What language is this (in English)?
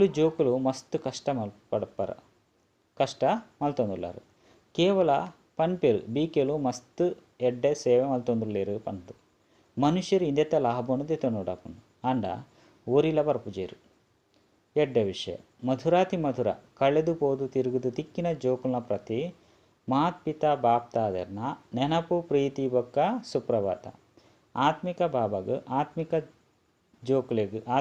Tulu